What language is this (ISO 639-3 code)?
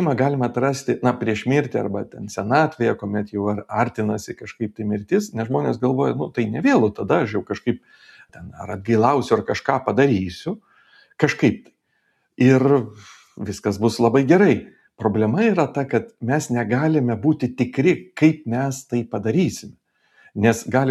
lit